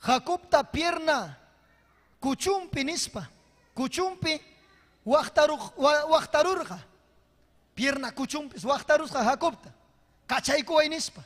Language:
Ayacucho Quechua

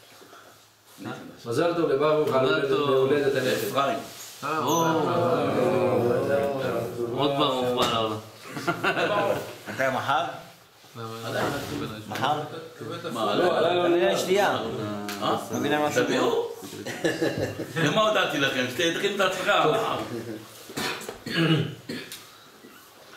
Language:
Hebrew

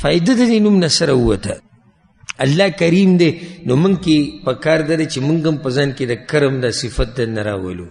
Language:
Pashto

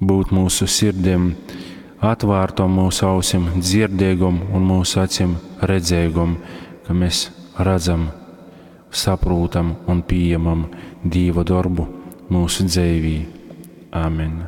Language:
Latgalian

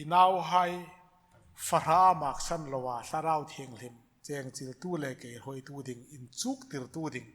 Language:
Hmar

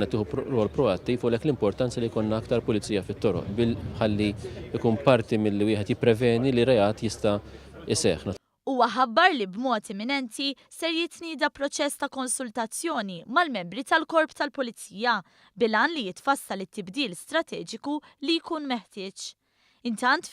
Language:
Maltese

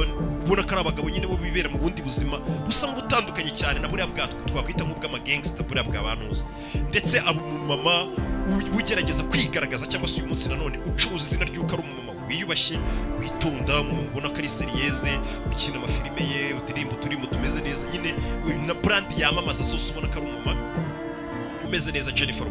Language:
Kinyarwanda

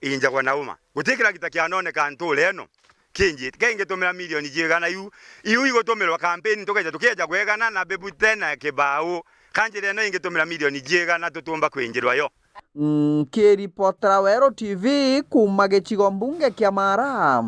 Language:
Meru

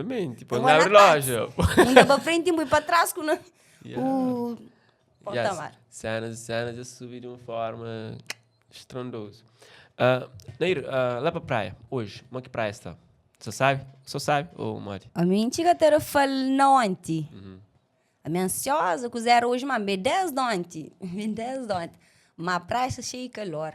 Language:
Kabuverdianu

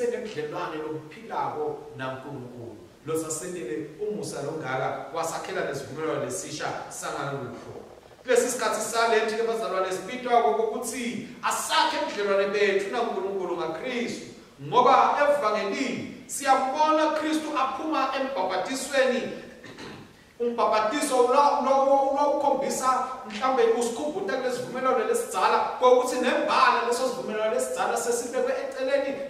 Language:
Swati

